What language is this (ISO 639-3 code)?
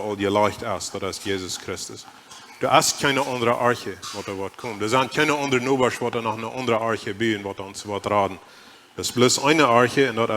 pdt